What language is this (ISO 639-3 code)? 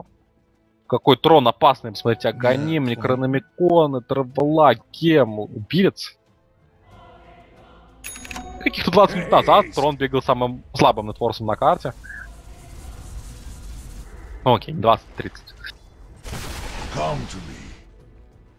rus